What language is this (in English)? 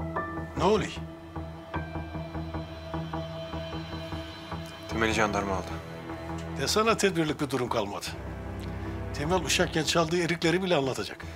Turkish